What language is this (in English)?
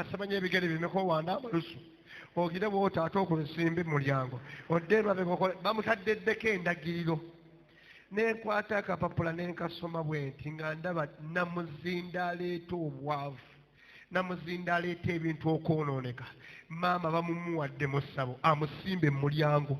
Ganda